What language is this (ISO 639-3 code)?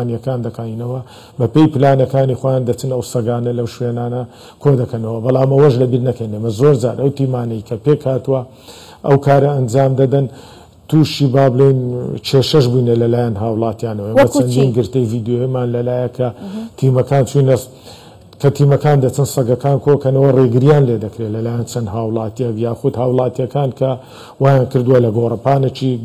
ckb